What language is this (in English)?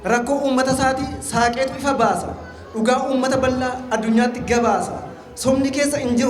Oromo